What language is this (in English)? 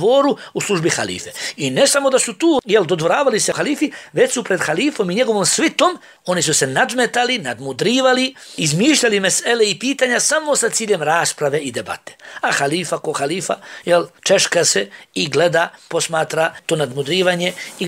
Bosnian